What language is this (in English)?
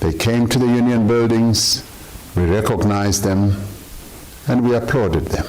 Venda